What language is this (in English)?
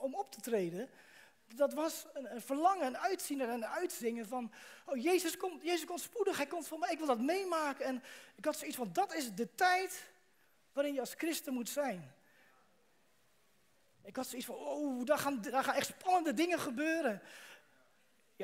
Dutch